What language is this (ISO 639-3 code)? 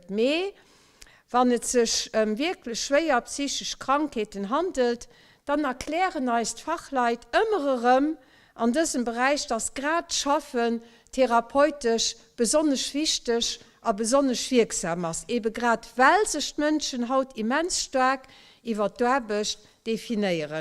ltz